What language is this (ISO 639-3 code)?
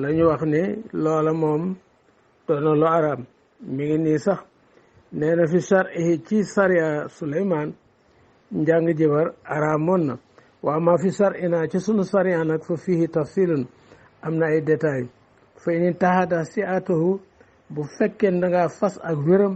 wol